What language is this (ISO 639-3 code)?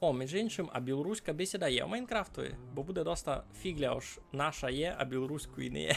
rue